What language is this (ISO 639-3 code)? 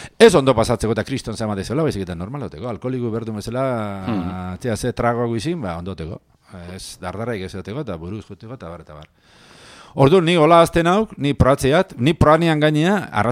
eus